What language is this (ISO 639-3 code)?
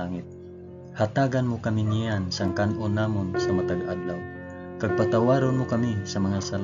hil